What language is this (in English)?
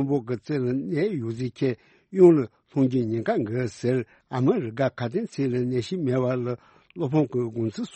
Tibetan